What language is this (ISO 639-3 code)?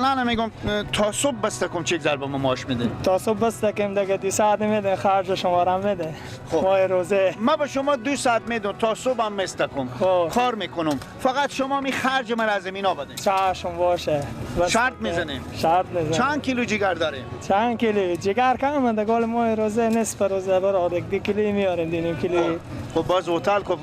fas